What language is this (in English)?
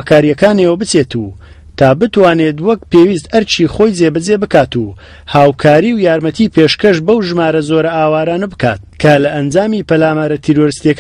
Central Kurdish